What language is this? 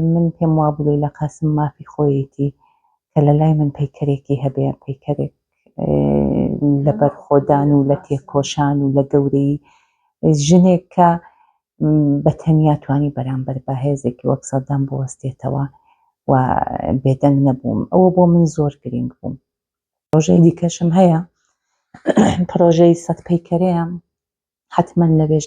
Central Kurdish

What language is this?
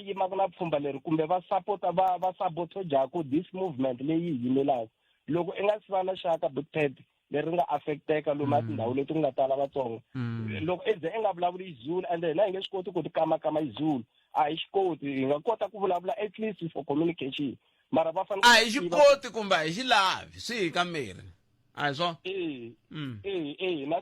Tsonga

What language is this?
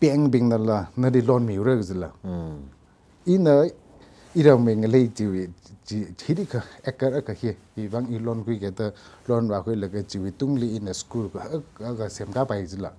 Tangkhul Naga (India)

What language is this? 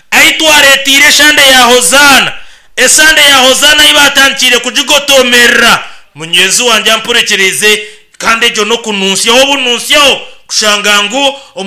Nyankole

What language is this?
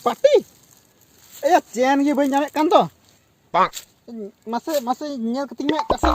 Santali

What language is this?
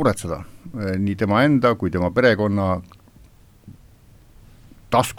Estonian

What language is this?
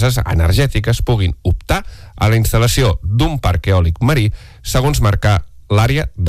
Catalan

